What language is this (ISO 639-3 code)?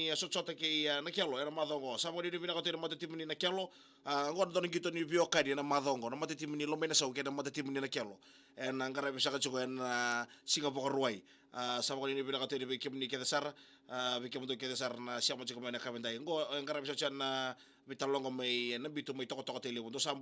fij